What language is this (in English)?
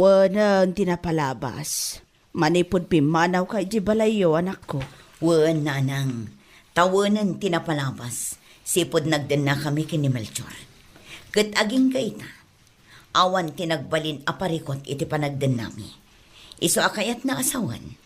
Iloko